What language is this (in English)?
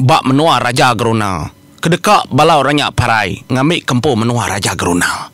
Iban